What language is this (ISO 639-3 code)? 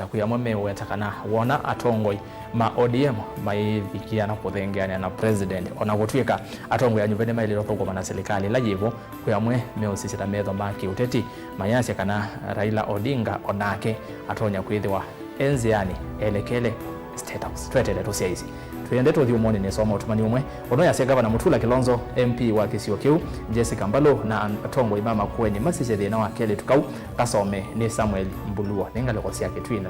kam